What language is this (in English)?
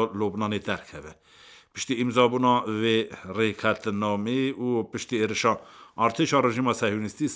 Kurdish